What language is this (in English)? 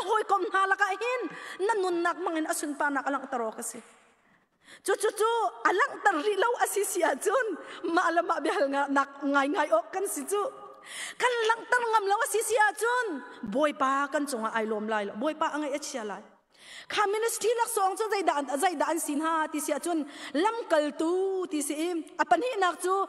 Hakha Chin